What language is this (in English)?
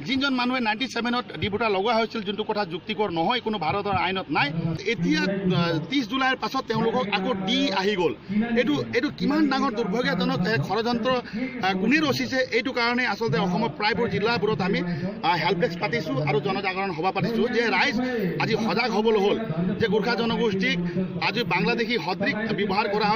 Assamese